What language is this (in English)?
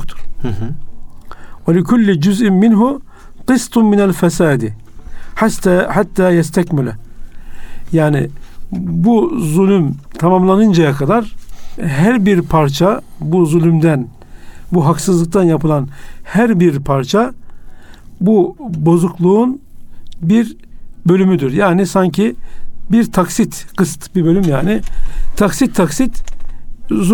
Turkish